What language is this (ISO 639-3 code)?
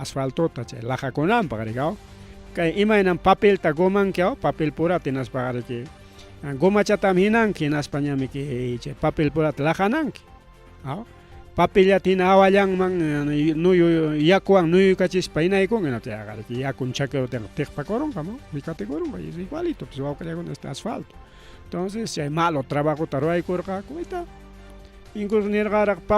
quy